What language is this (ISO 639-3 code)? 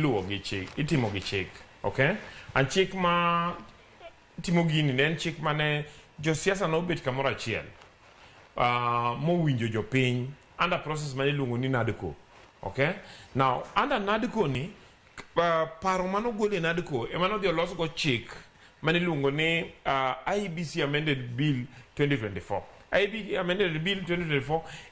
luo